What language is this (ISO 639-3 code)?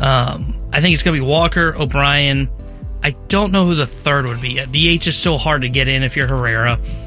eng